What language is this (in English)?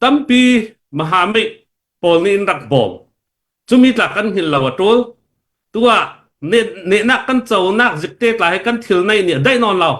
Hakha Chin